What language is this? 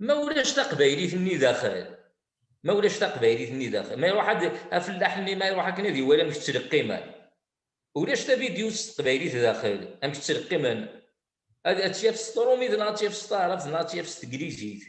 Kabyle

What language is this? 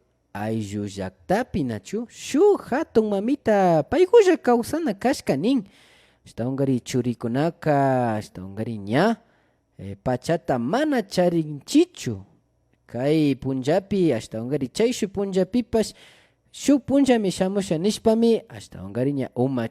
Imbabura Highland Quichua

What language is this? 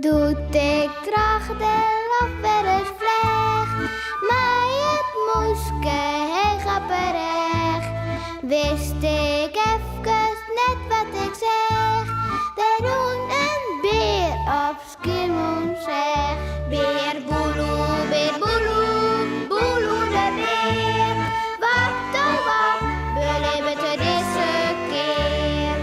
Western Frisian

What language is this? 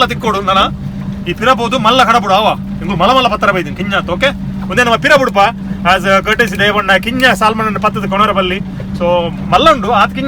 Tulu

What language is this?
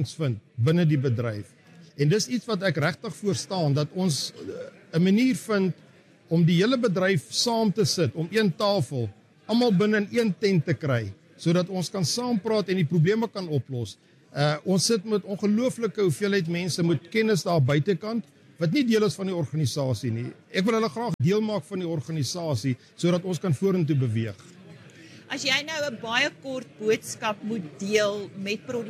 Afrikaans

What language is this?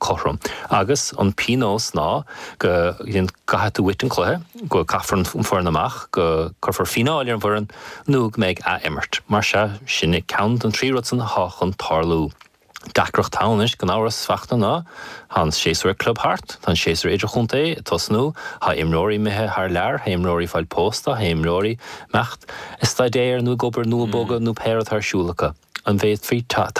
Irish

